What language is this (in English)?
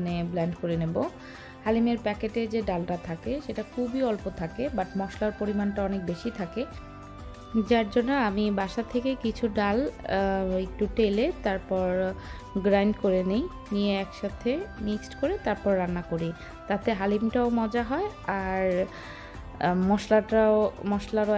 Bangla